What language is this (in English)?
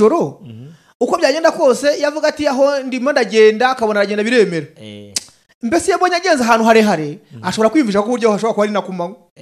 Kinyarwanda